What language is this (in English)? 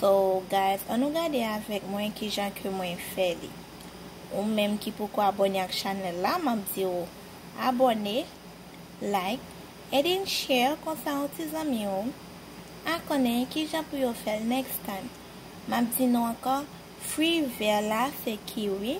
Haitian Creole